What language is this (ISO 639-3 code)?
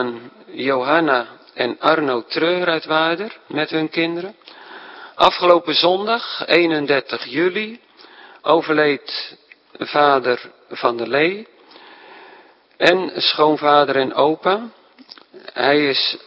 nld